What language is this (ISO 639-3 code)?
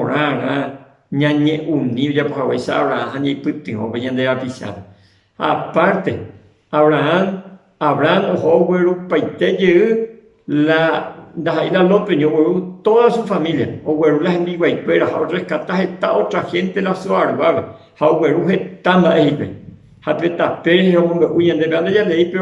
grn